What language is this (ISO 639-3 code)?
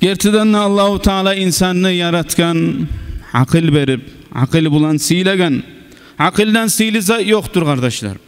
kum